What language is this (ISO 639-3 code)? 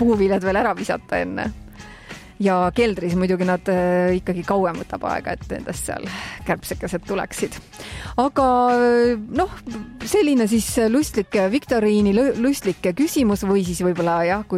est